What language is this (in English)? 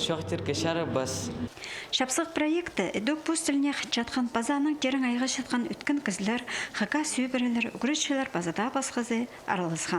Khakas